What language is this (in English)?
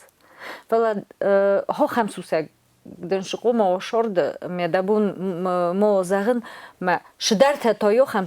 Ossetic